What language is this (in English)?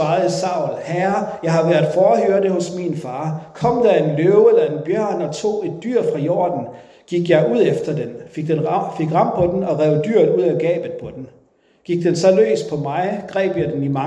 Danish